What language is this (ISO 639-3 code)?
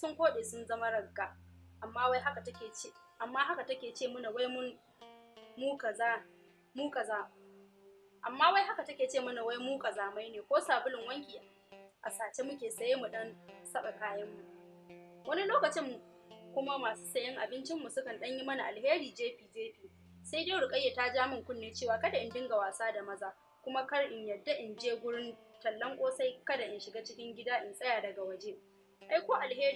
hau